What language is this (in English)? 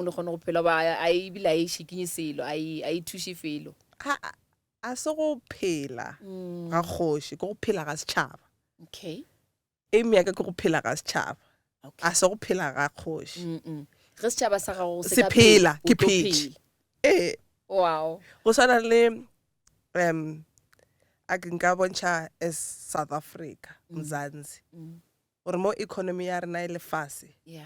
Northern Sotho